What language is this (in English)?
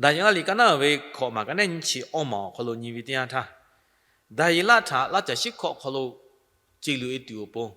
Lahu